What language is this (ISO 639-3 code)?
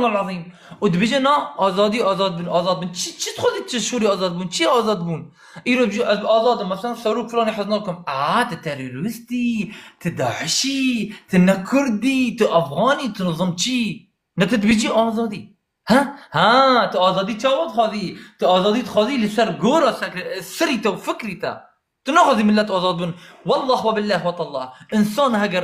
kur